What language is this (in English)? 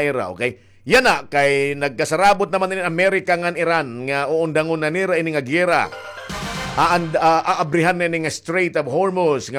Waray